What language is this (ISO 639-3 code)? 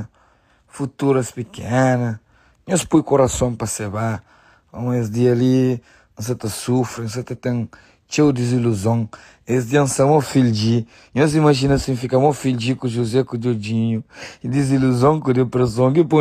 kea